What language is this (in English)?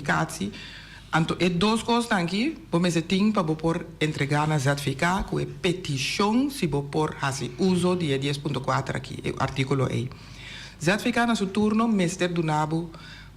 Papiamento